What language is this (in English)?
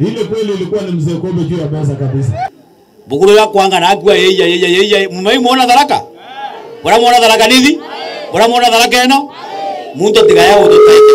Meru